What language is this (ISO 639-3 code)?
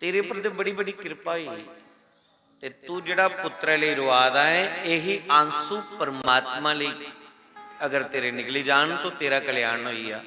doi